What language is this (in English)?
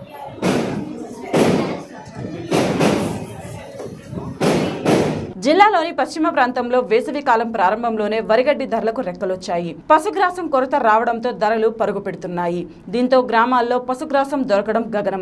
Telugu